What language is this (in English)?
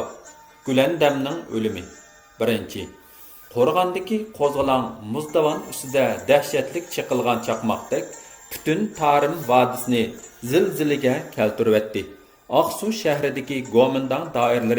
Uyghur